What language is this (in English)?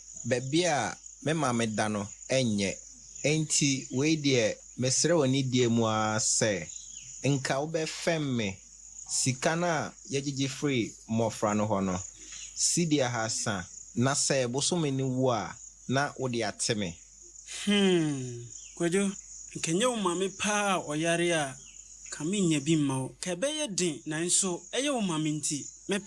Akan